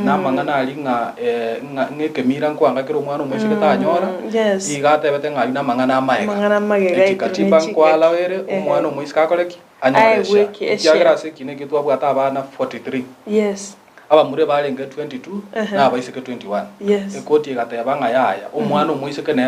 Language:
Gusii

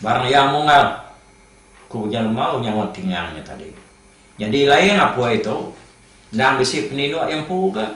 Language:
Iban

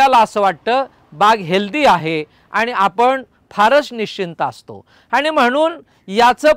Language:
Marathi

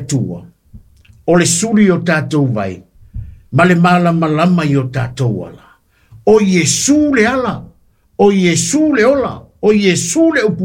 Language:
Samoan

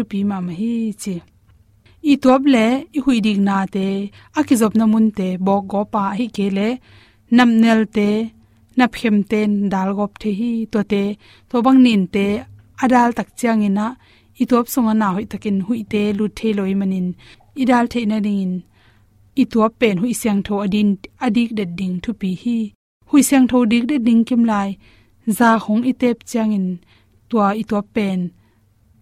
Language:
Tedim Chin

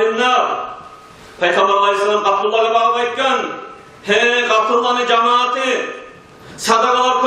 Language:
Kumyk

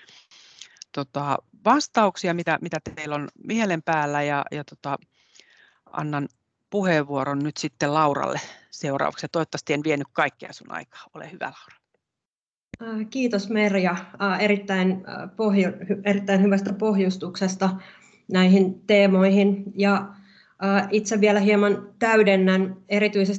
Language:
Finnish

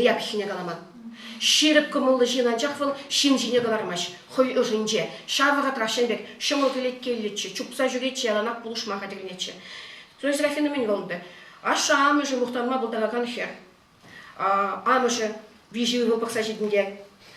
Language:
Chuvash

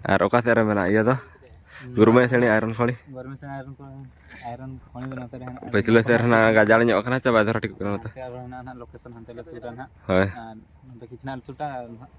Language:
Santali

